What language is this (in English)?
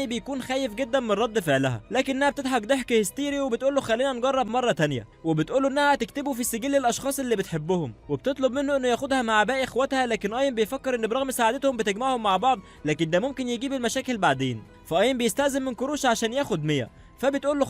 Egyptian Arabic